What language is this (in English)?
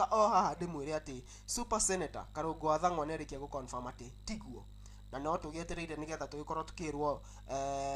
Kikuyu